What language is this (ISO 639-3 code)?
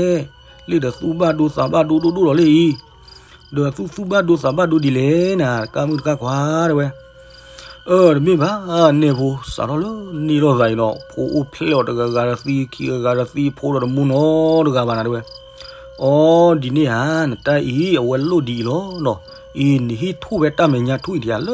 ksw